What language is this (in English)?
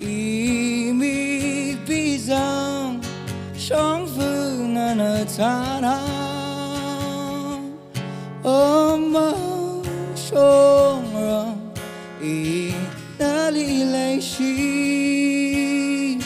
Tangkhul Naga (India)